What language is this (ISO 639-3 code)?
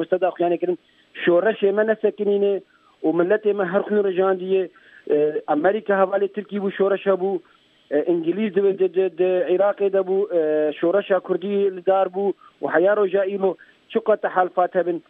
kur